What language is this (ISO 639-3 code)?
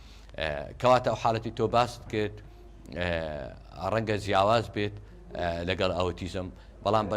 ckb